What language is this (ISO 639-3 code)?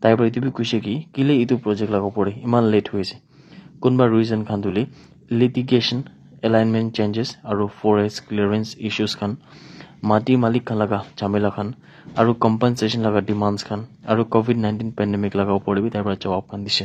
nag